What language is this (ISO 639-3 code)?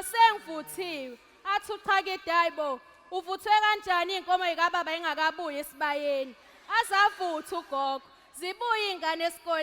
zul